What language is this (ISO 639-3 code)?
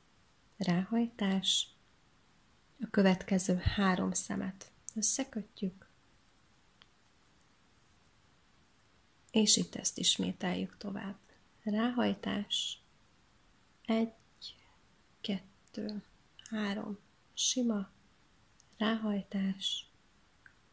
hun